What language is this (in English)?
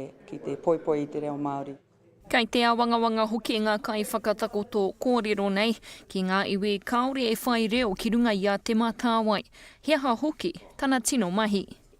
Māori